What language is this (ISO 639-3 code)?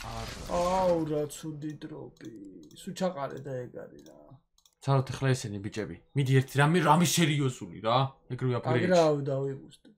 kat